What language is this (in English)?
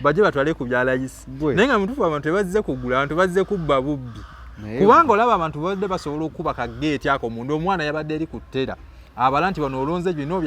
Ganda